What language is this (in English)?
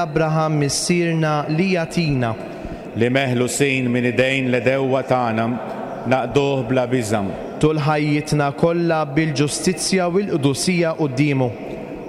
Maltese